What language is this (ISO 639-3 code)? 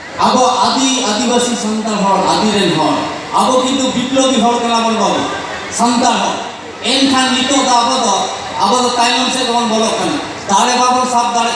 sat